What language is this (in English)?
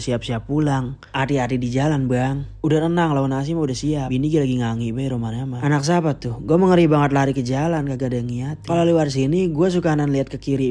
Betawi